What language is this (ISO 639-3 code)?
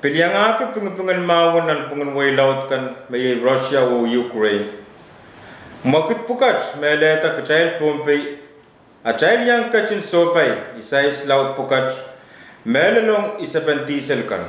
pon